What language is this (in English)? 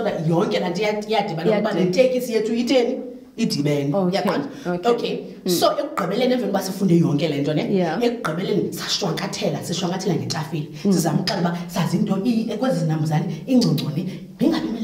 Xhosa